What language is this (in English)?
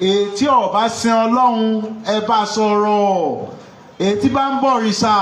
Yoruba